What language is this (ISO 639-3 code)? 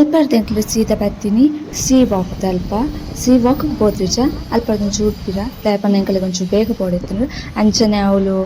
tcy